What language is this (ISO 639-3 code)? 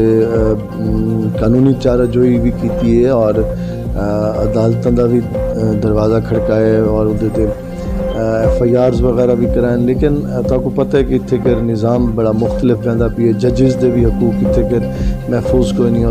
skr